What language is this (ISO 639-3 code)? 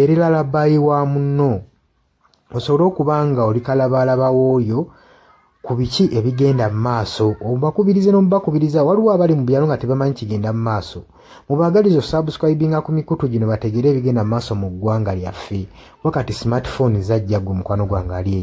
lug